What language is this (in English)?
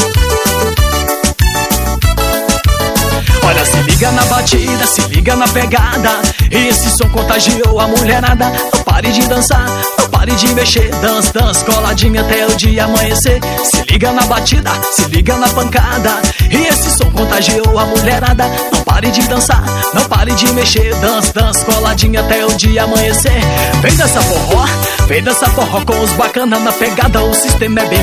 Portuguese